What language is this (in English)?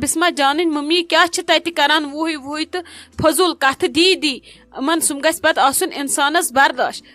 Kashmiri